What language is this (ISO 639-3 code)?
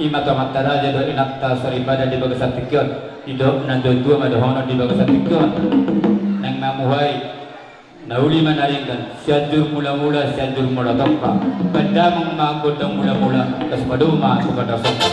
bbc